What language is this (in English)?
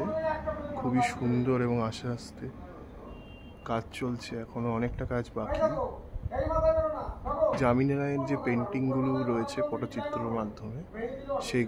Bangla